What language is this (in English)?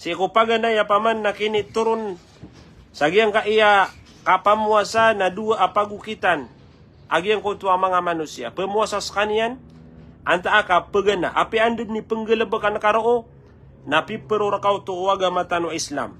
Maranao